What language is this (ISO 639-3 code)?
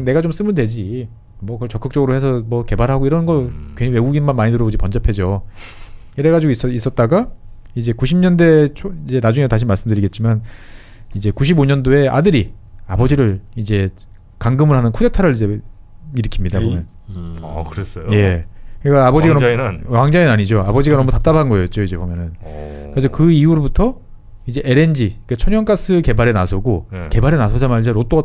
kor